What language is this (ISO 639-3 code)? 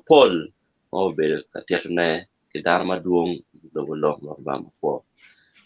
ach